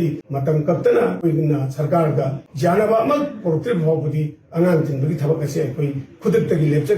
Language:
Manipuri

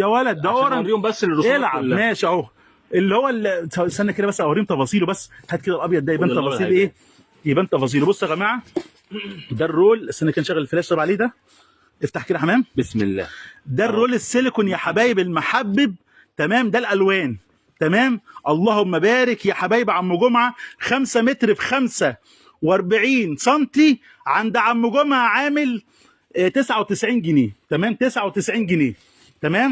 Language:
Egyptian Arabic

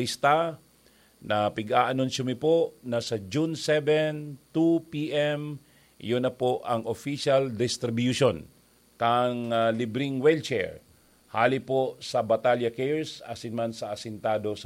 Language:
Bikol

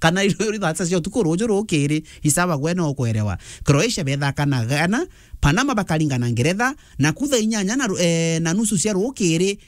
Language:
Meru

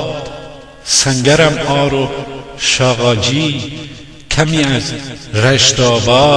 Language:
Gilaki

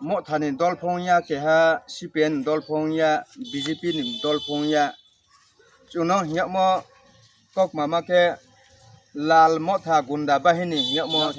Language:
Riang (India)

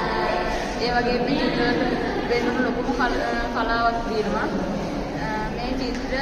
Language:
Sinhala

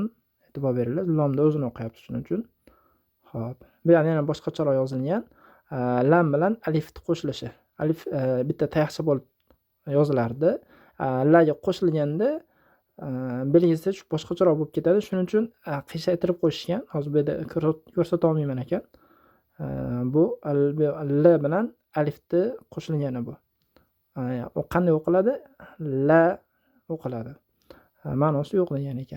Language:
Uzbek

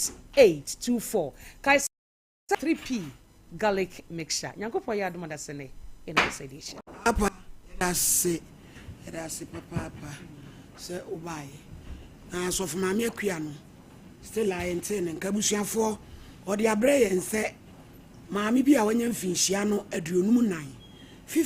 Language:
Akan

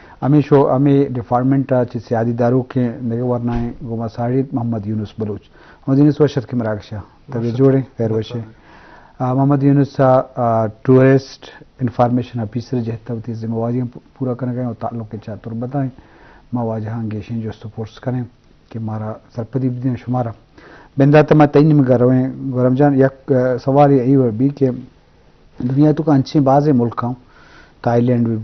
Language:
Eastern Balochi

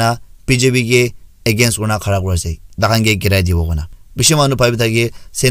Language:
Naga Pidgin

